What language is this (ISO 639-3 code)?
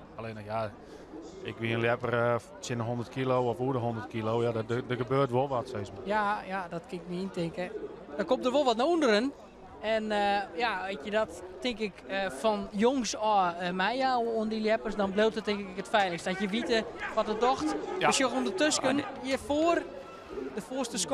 fry